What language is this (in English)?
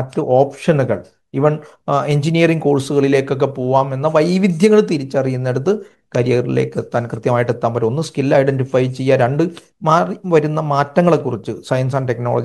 Malayalam